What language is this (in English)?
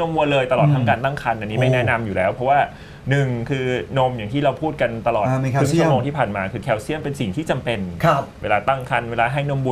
Thai